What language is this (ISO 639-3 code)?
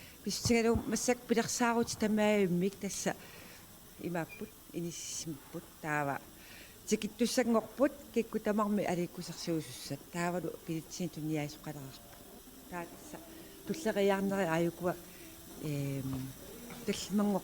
kal